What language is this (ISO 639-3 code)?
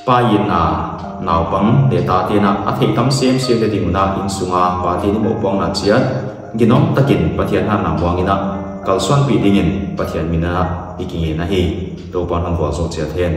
pck